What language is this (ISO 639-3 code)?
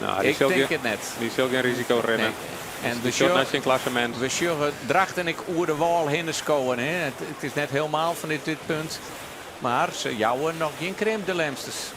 fry